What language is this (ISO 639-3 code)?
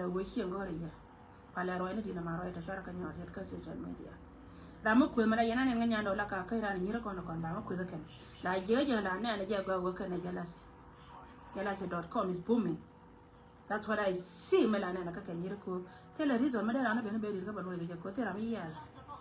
nus